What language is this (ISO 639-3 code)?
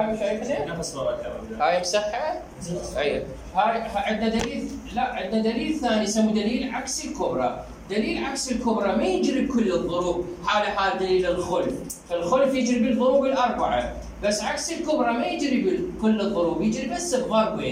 acm